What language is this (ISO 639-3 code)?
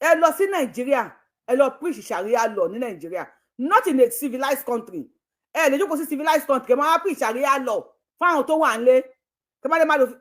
yor